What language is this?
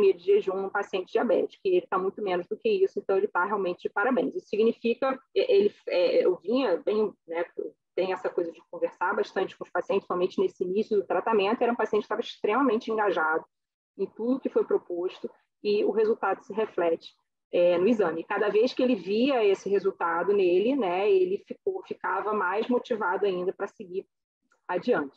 Portuguese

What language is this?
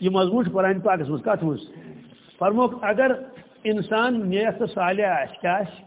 Kashmiri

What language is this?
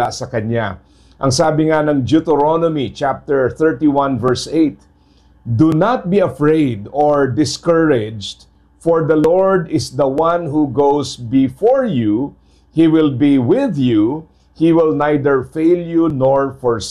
Filipino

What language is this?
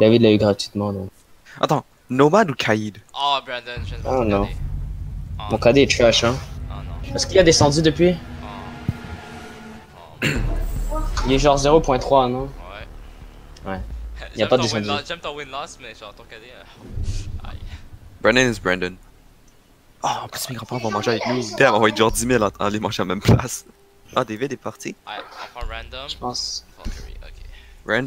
French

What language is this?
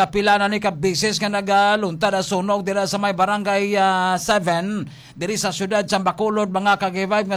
Hiligaynon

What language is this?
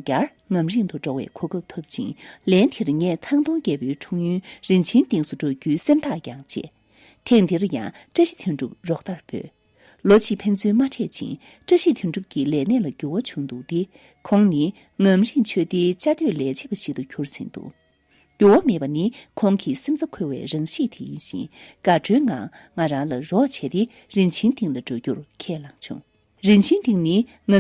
Tibetan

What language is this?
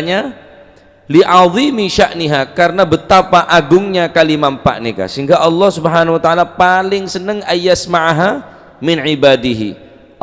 Madurese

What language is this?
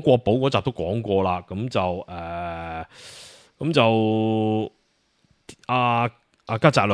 Cantonese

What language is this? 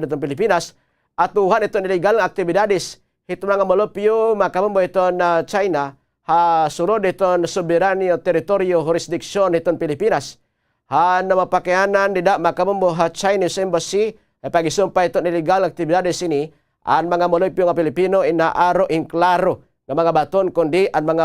Waray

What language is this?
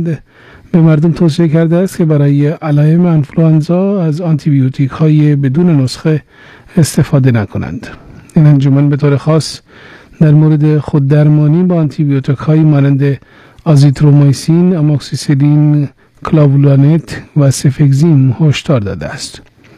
Persian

